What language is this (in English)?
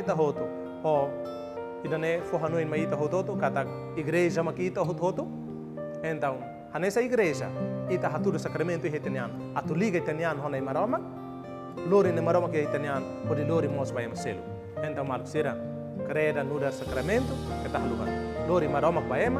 Tetum